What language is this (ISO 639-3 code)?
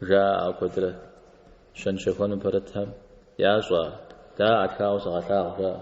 kbd